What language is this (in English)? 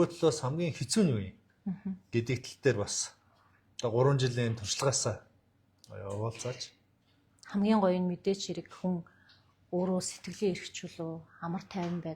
Mongolian